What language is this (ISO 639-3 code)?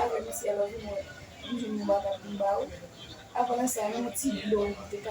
hat